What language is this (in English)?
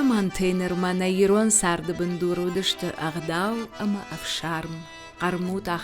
Ossetic